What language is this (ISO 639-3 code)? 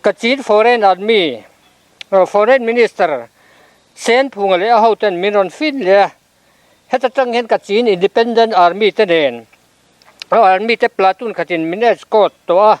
lus